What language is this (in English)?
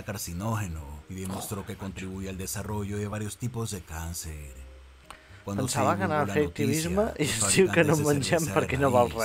Catalan